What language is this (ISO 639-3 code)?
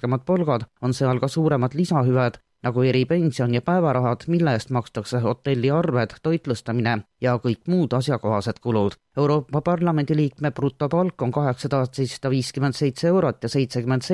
est